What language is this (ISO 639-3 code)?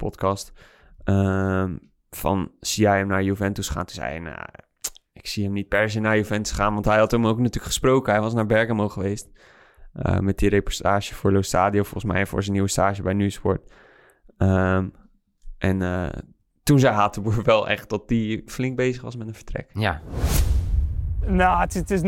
nld